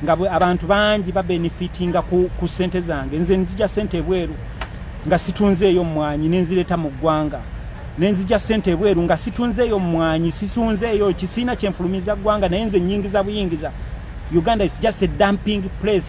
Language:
Ganda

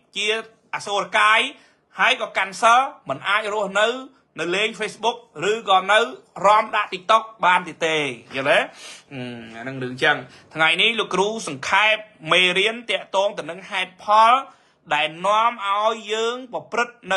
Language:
Khmer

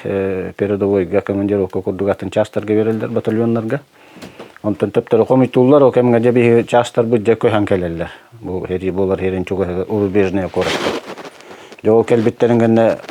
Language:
Yakut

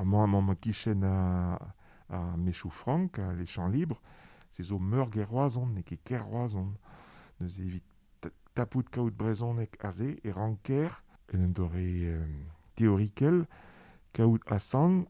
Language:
Breton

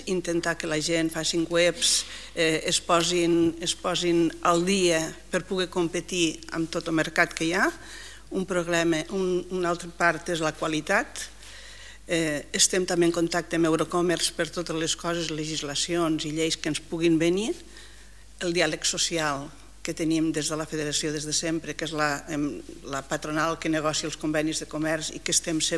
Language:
Catalan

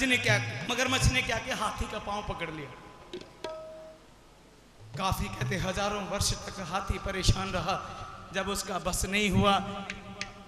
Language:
Hindi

